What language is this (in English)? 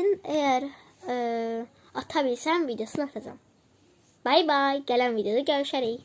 Azerbaijani